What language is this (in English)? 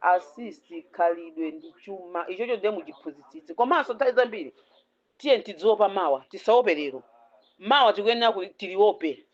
Nyanja